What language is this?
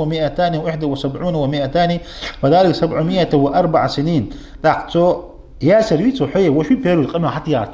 Ingush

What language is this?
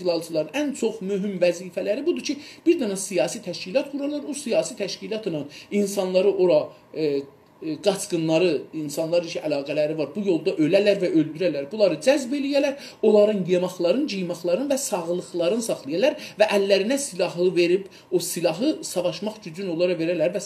South Azerbaijani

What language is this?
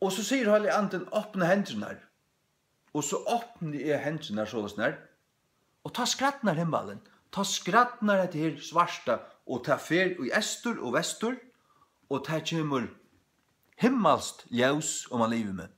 Faroese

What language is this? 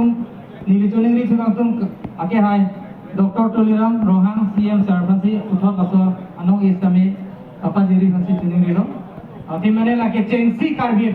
Karbi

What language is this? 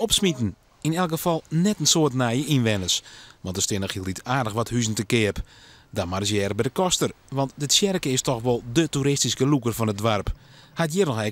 Western Frisian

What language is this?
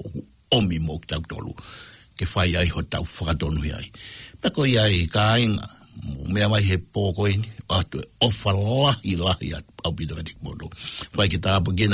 Tongan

